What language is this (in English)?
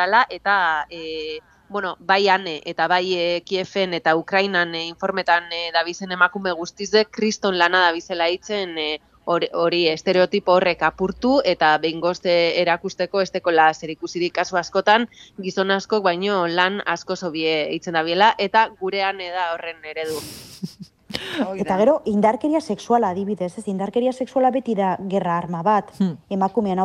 Basque